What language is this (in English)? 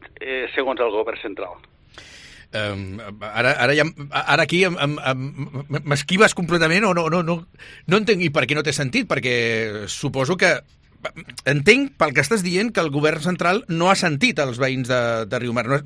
Catalan